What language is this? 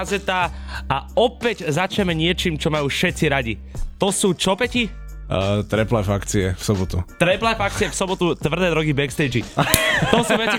Slovak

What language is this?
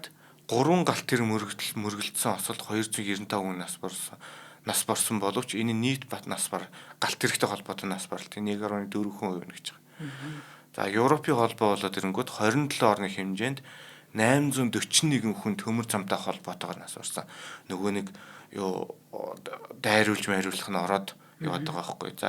Mongolian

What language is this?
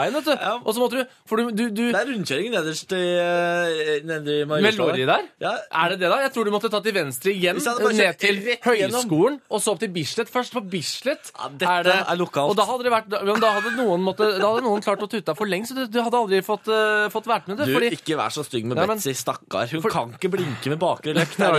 Norwegian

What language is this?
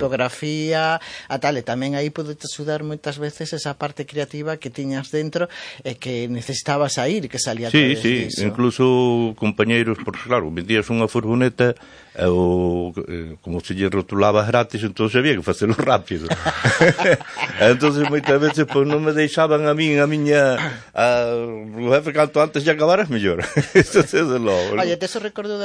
Galician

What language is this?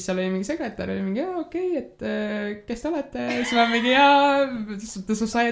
Estonian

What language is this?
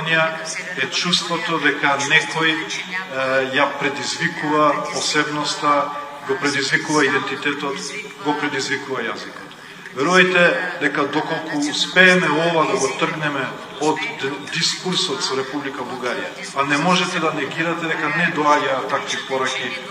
Macedonian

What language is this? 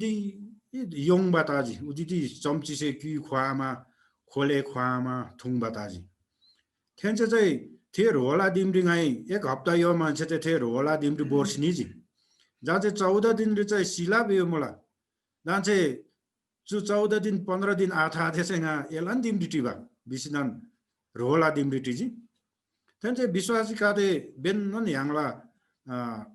Eastern Tamang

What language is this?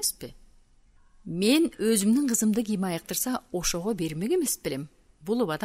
Kyrgyz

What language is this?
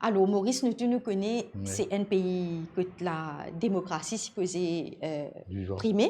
Morisyen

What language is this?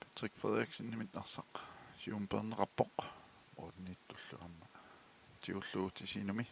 Kalaallisut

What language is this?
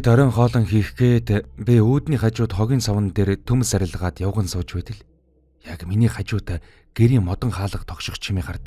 Mongolian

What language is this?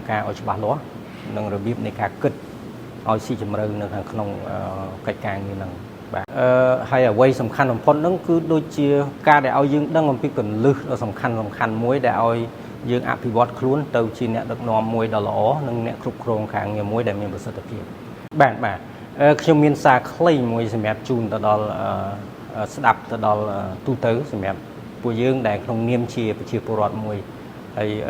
Khmer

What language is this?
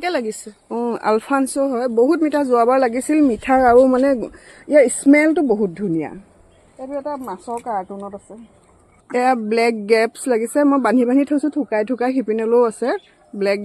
Assamese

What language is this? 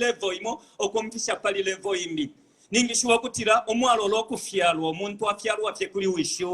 Bemba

